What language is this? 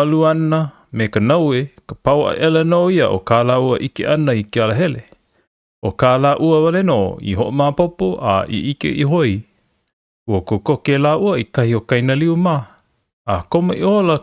Hawaiian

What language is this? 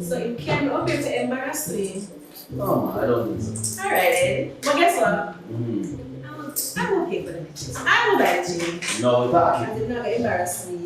Jamaican Creole English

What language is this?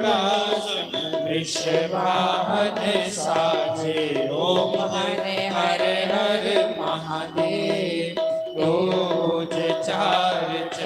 Dogri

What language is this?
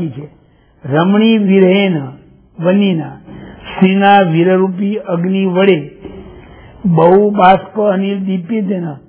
Gujarati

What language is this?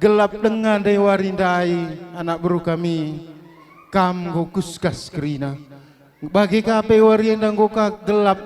Batak Karo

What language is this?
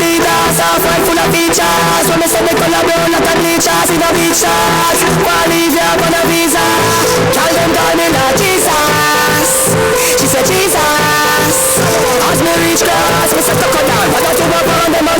Jamaican Creole English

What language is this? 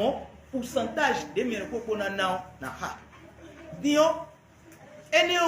Fon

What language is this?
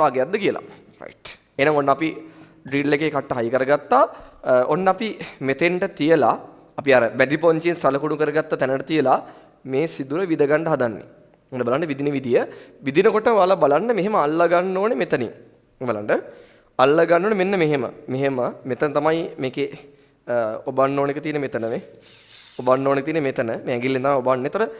Sinhala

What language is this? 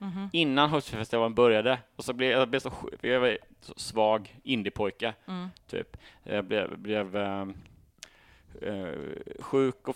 Swedish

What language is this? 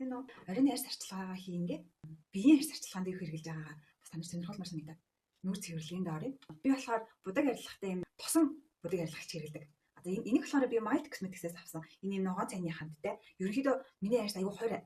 Mongolian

